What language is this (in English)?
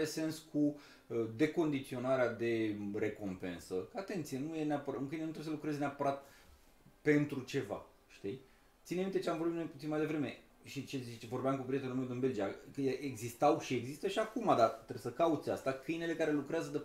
Romanian